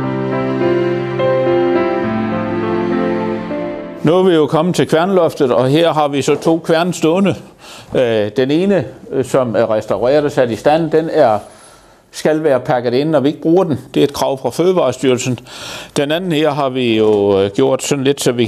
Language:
Danish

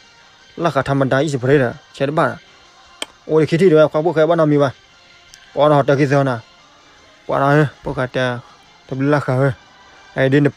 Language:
S'gaw Karen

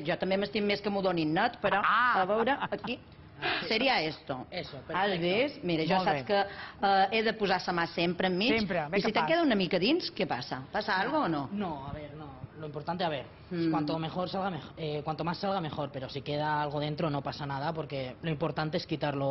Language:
Catalan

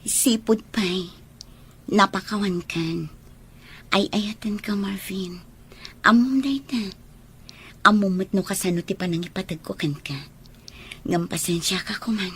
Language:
Iloko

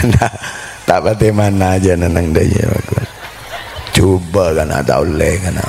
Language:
Madurese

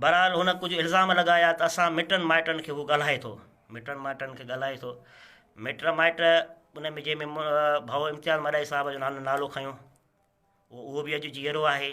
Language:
Sindhi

